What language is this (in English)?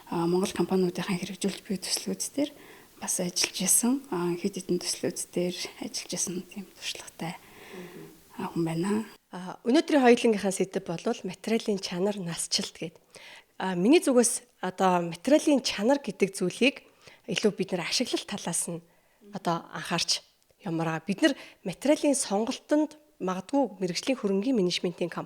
Mongolian